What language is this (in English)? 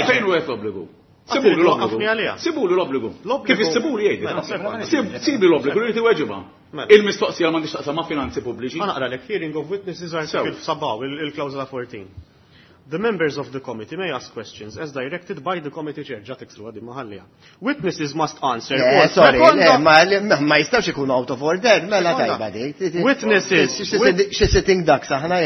Maltese